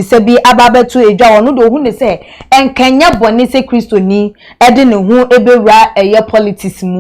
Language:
Akan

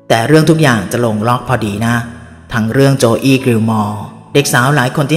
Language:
Thai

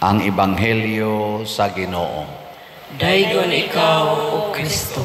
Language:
Cebuano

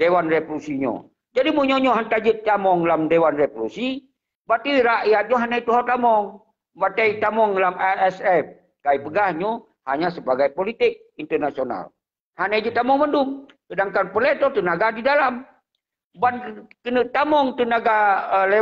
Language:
Achinese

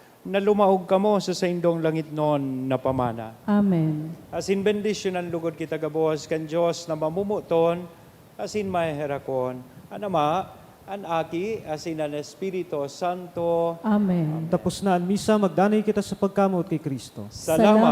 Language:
Bikol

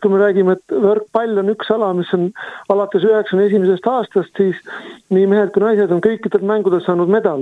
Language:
Estonian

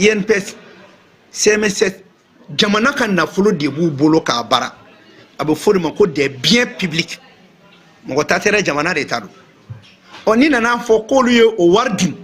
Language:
Bambara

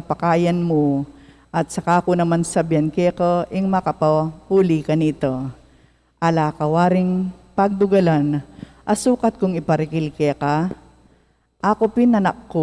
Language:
Pampanga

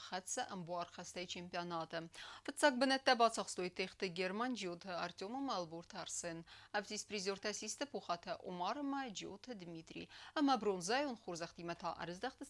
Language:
Ossetic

